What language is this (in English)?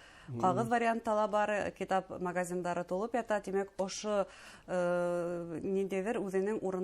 Bashkir